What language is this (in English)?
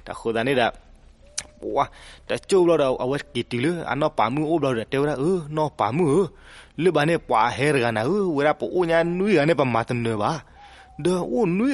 S'gaw Karen